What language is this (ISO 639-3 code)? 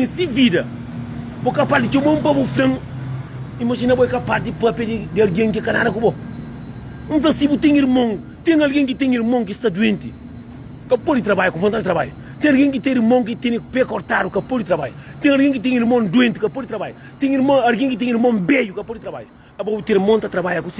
kea